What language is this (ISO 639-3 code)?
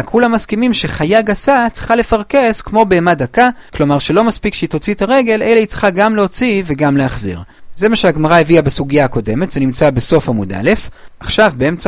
heb